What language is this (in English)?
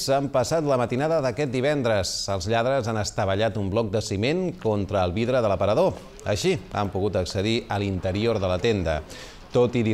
Catalan